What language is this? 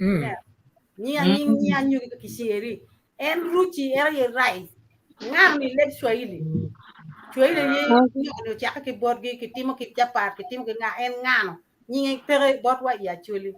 Acoli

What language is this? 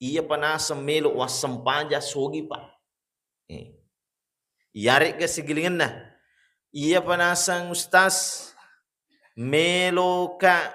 Buginese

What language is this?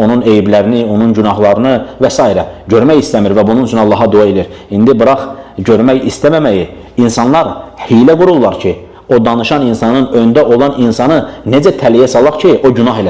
Azerbaijani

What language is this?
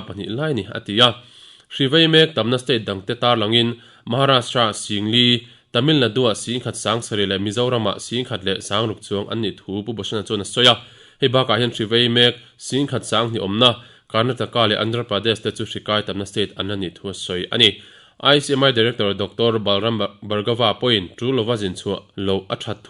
Mizo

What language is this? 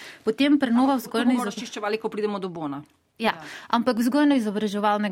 Slovenian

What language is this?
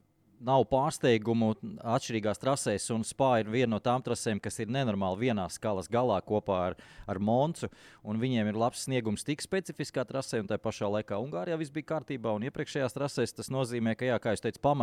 Latvian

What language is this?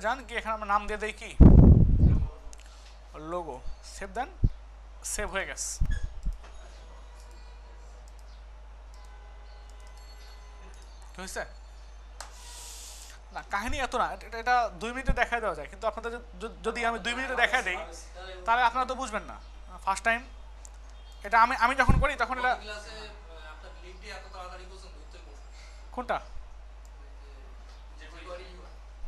Bangla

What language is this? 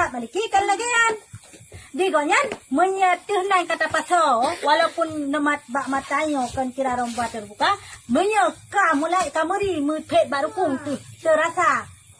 Achinese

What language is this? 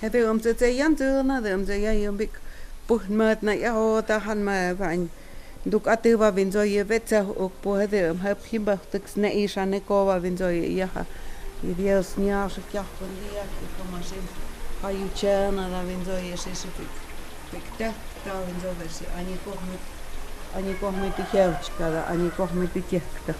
Totontepec Mixe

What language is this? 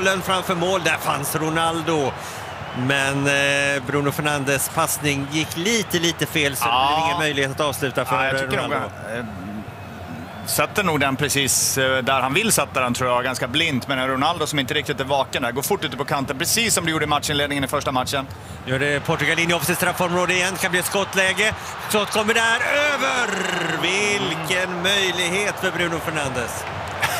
Swedish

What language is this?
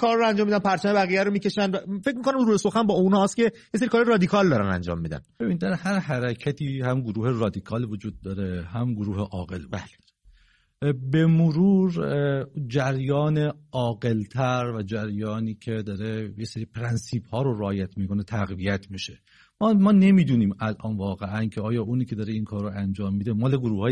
Persian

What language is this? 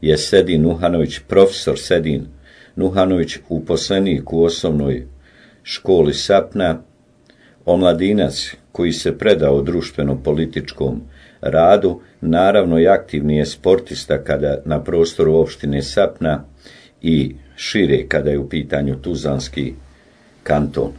Bosnian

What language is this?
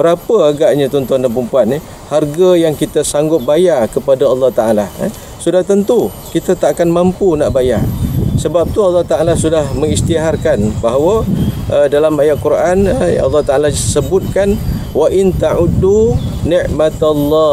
Malay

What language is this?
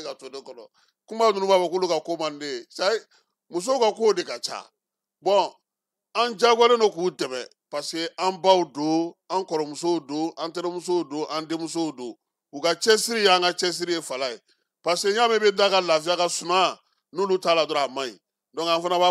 Bambara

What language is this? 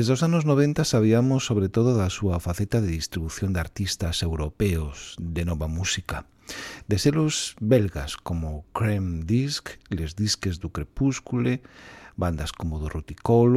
Galician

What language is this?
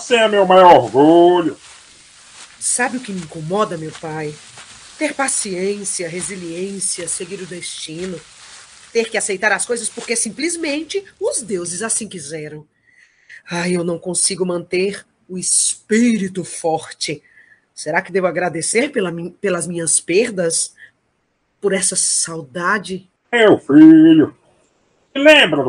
Portuguese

